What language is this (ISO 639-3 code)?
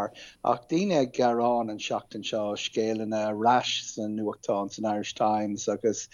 gle